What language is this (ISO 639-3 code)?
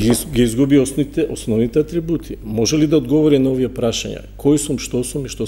mkd